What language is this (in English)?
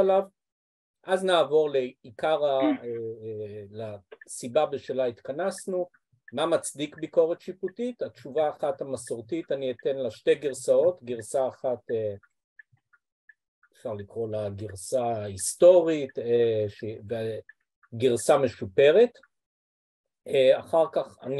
Hebrew